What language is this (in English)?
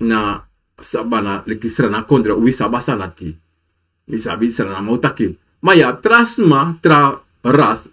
Sranan Tongo